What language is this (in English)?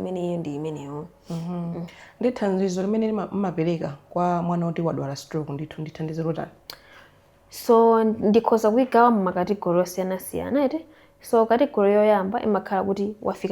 Nyanja